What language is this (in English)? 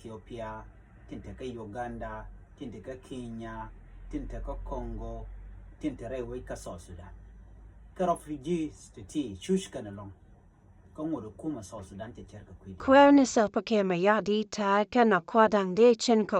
Nuer